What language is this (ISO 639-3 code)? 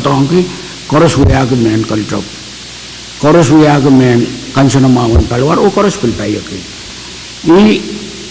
pon